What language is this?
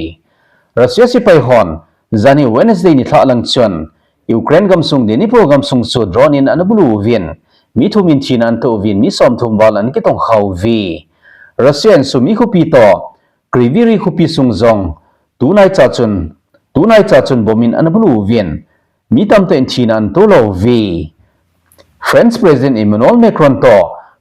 Thado Chin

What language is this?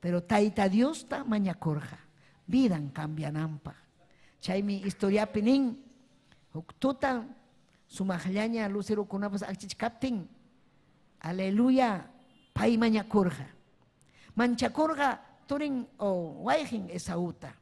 Ayacucho Quechua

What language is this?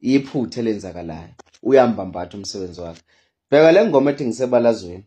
Zulu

